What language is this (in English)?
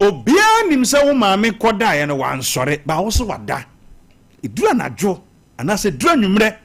Akan